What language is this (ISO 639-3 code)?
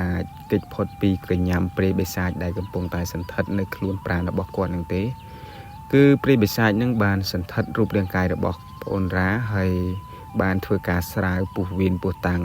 khm